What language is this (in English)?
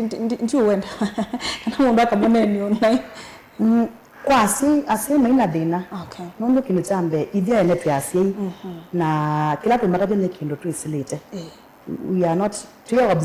Kamba